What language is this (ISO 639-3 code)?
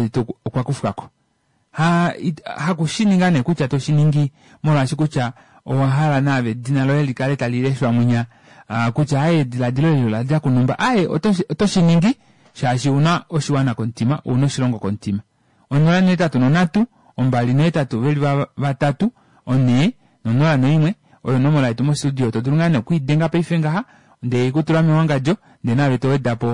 kua